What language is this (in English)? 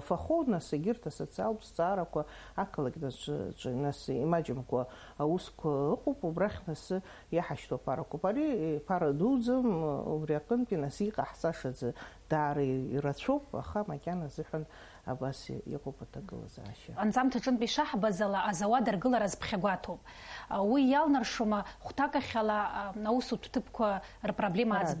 Abkhazian